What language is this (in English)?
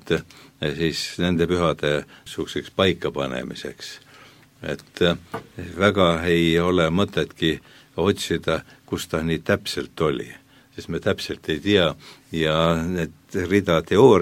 Estonian